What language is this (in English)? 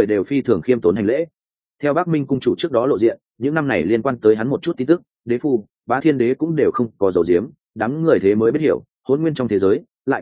Vietnamese